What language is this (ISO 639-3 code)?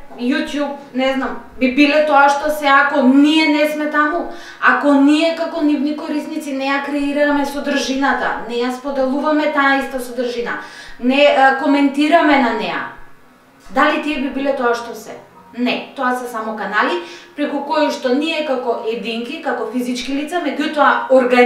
mkd